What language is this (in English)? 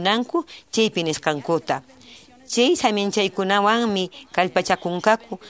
Quechua